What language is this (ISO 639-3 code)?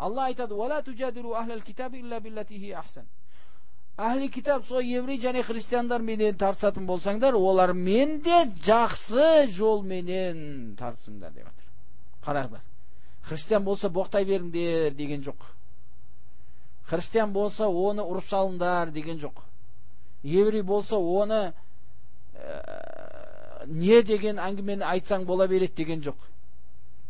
kaz